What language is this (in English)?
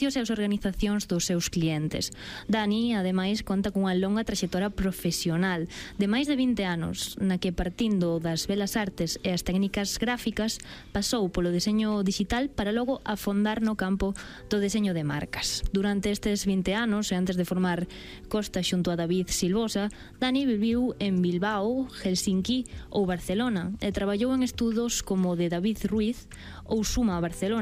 Galician